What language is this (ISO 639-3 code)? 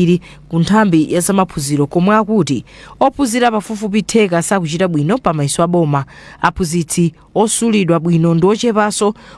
nya